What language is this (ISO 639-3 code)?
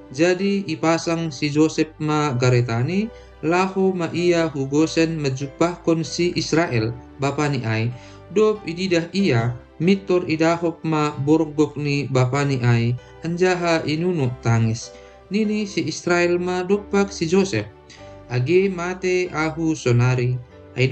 bts